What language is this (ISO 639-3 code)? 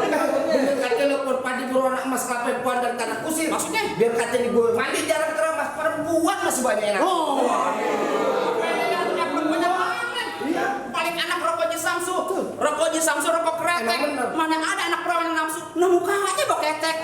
bew